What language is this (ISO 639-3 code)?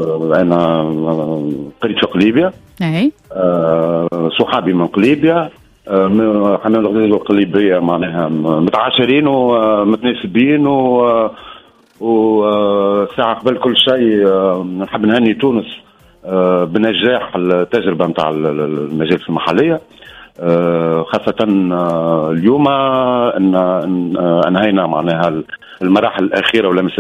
aeb